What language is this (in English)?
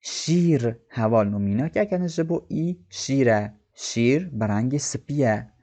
Kurdish